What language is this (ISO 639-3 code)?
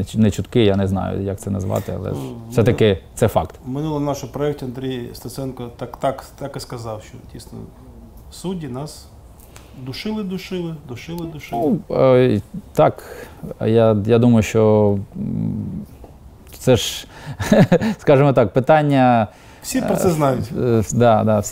ukr